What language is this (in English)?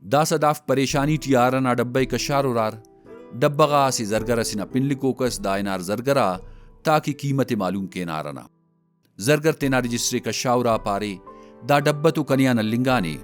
Brahui